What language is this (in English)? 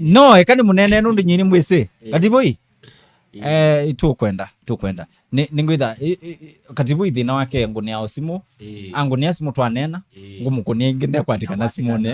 Kamba